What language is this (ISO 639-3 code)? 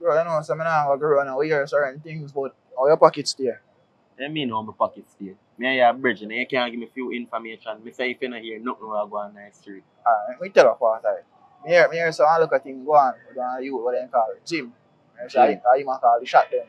jam